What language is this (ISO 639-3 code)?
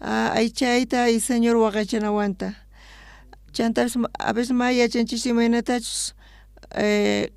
quh